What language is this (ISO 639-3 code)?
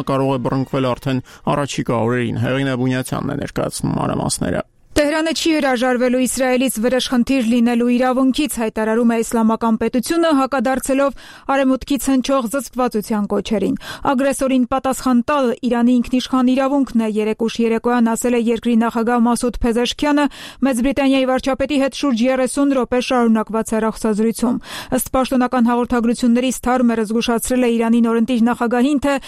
hye